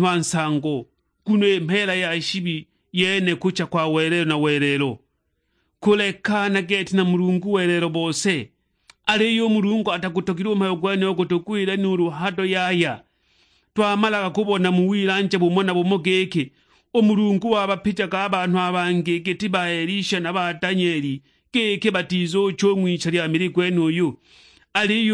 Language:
Sukuma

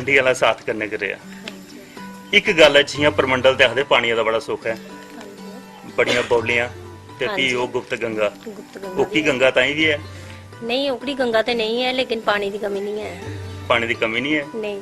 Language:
Dogri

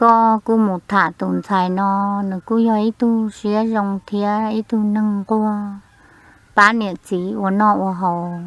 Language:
Hmong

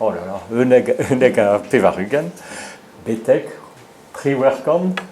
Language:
Breton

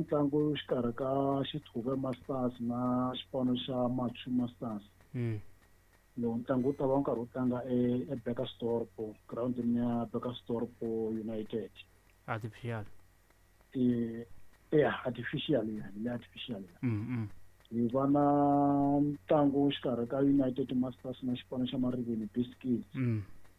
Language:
Tsonga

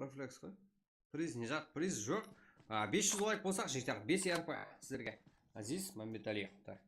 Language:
Kara-Kalpak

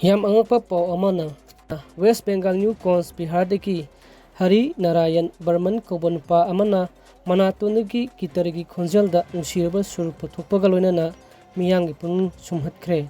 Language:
Manipuri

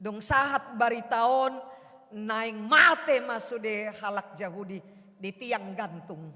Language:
Batak Toba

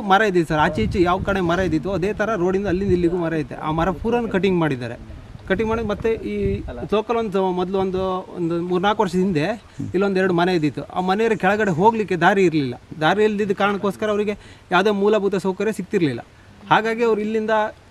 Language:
Kannada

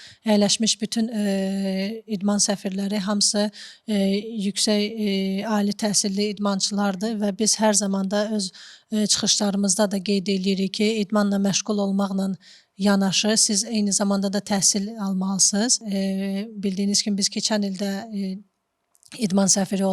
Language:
Azerbaijani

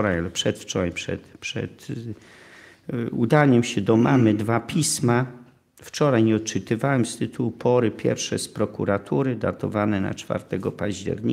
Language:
Polish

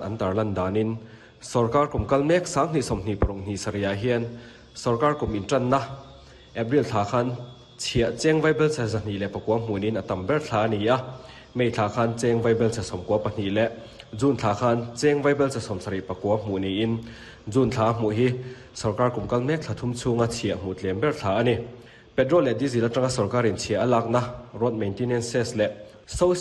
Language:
Mizo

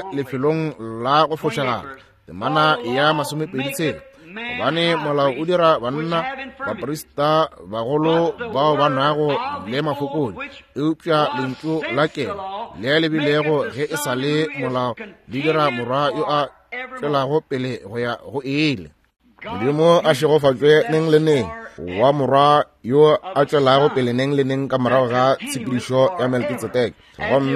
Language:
Northern Sotho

